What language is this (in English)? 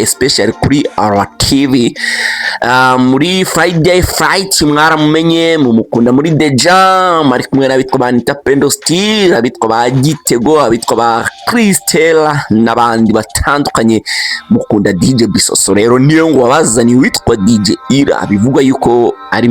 Kinyarwanda